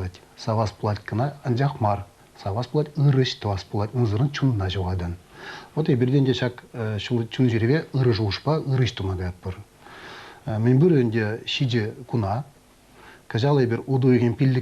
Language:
Chuvash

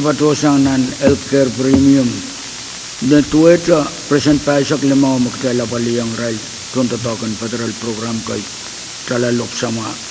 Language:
Pohnpeian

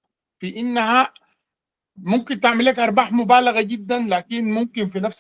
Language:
Sudanese Arabic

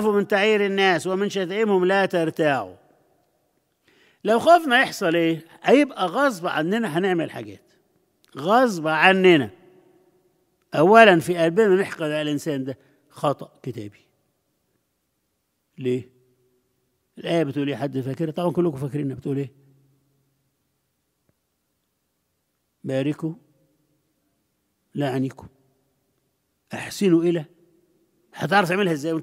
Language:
Egyptian Arabic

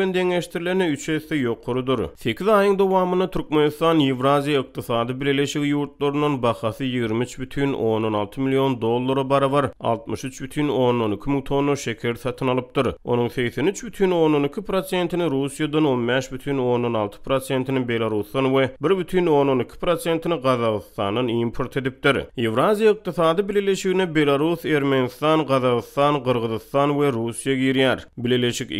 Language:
Turkmen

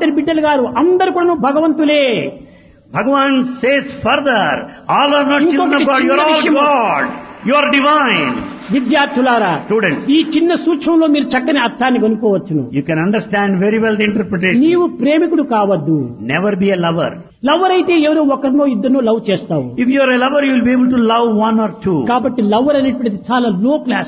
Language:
Telugu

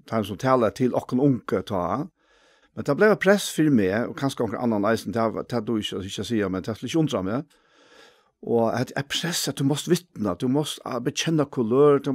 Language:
Faroese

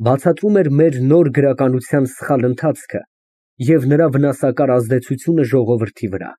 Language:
Armenian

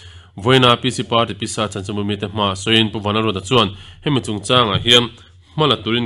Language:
Mizo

